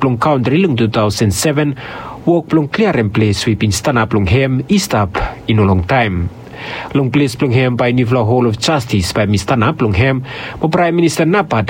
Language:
Bislama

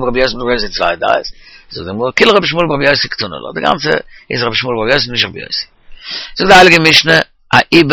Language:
Yiddish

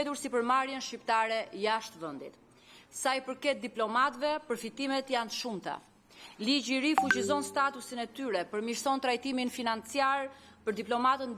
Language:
Albanian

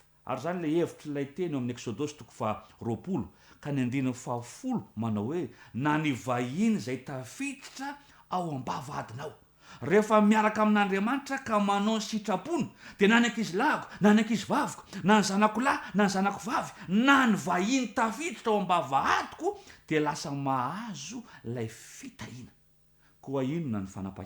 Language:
Malagasy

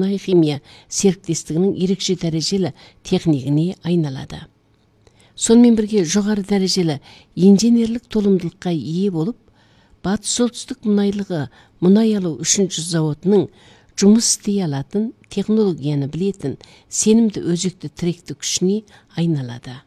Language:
Kazakh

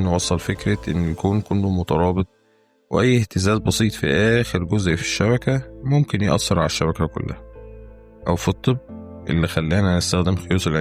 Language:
Egyptian Arabic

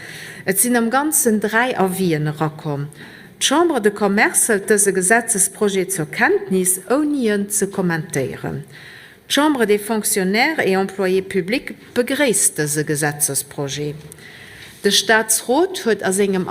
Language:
Luxembourgish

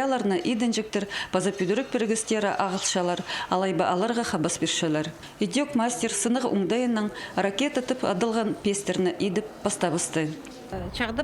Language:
Khakas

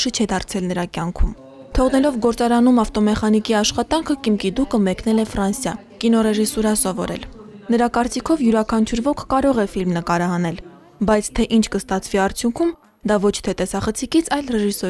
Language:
Armenian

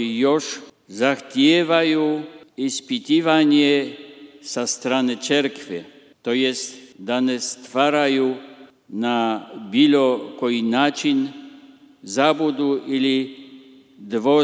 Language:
Croatian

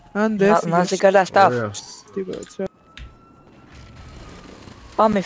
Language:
Greek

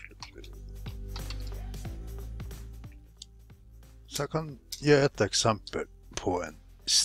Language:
Norwegian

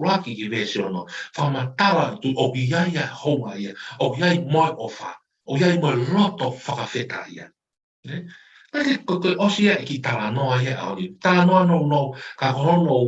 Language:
Tongan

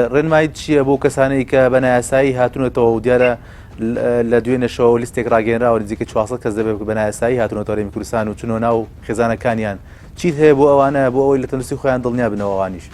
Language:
Central Kurdish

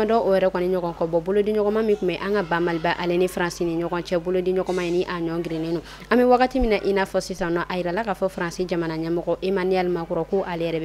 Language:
Bambara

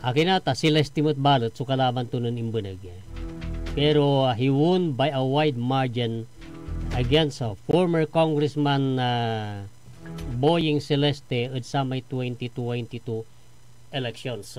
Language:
Pangasinan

